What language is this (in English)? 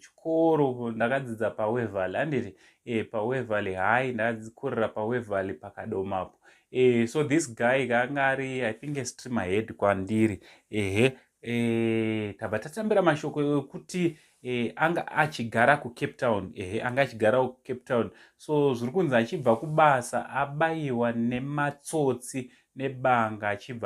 Shona